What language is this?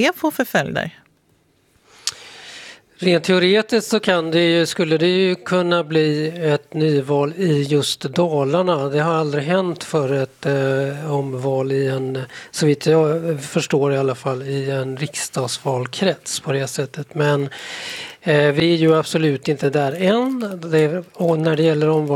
Swedish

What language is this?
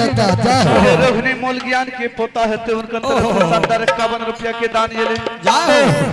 Maithili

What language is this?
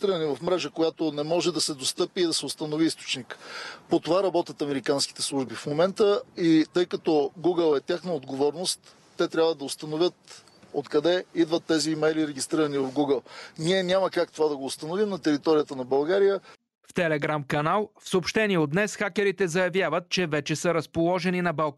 Bulgarian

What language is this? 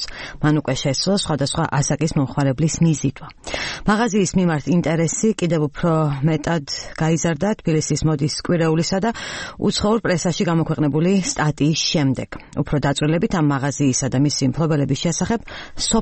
Georgian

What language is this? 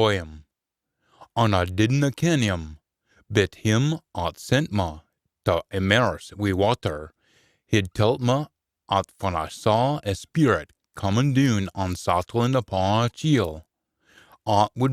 Scots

